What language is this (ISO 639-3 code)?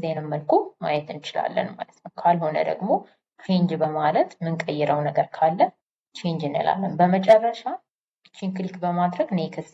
amh